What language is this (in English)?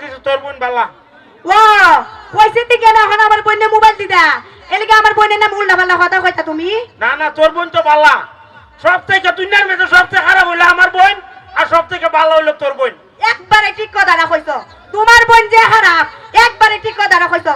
Sylheti